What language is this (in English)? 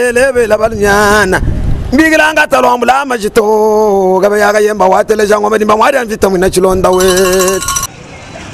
Luba-Lulua